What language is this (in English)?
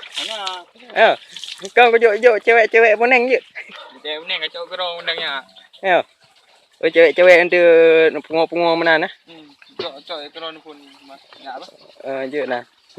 Achinese